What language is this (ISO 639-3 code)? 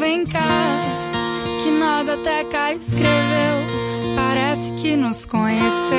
por